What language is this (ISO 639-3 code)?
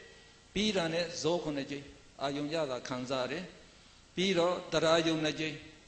mya